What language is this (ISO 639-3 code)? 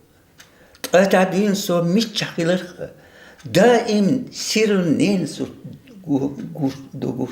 che